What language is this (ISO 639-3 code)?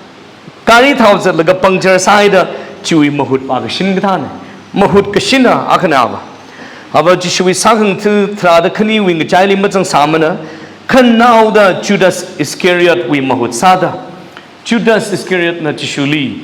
nmf